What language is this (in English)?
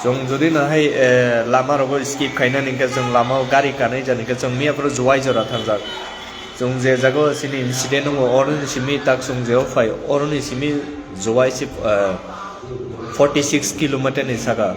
Kok Borok